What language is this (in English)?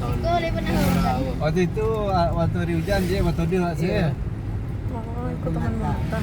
Minangkabau